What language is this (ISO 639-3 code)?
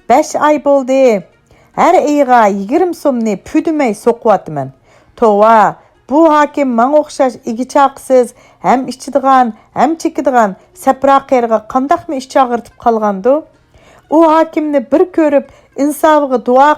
uig